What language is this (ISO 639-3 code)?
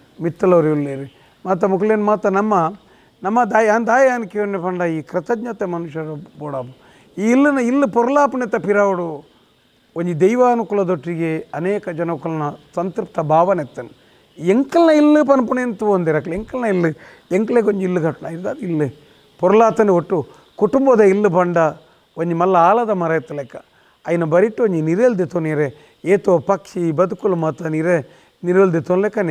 tcy